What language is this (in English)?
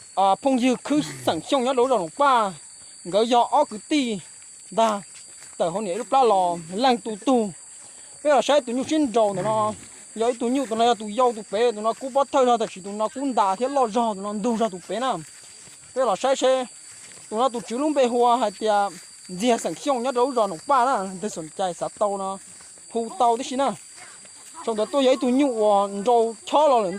Hmong